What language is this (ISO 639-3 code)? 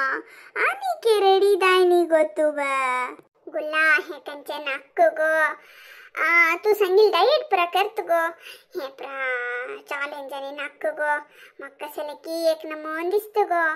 kok